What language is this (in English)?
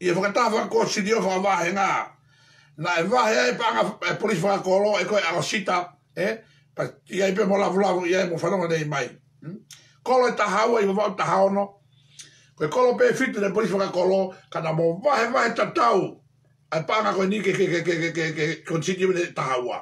Tongan